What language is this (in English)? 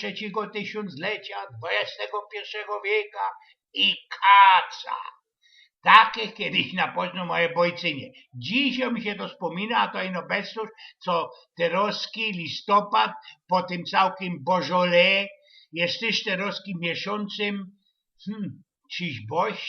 Silesian